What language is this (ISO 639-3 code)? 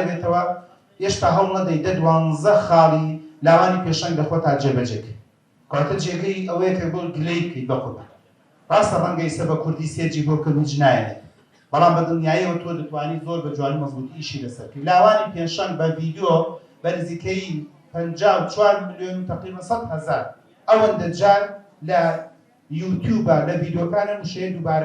ckb